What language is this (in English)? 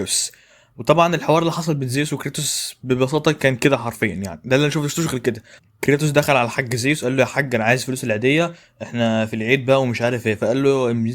Egyptian Arabic